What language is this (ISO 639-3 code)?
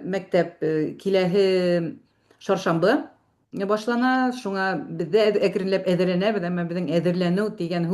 bak